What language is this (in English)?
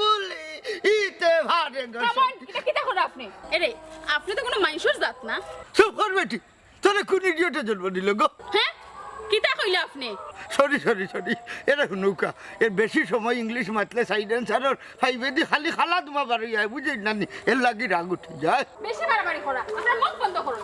Sylheti